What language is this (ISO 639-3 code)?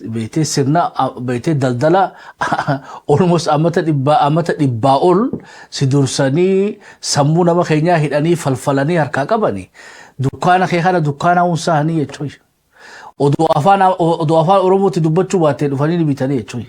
orm